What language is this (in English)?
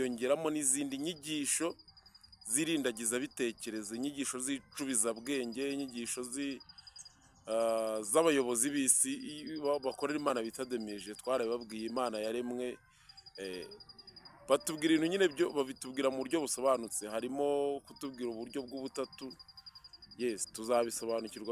Kinyarwanda